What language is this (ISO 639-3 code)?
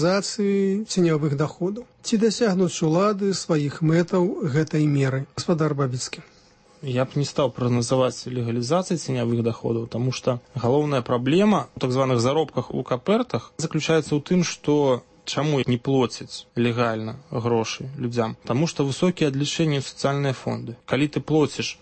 bel